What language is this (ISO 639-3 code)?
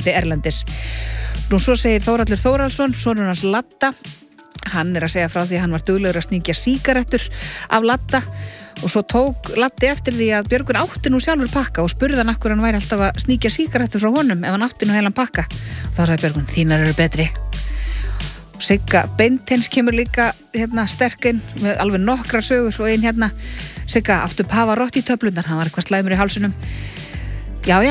isl